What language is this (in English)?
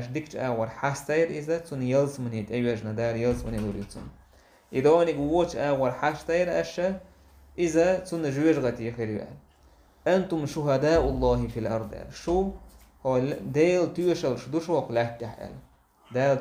Chechen